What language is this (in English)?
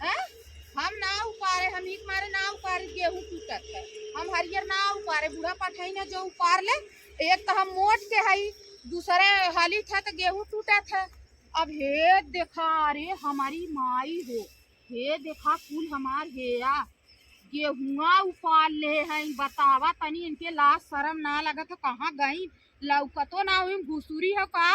Awadhi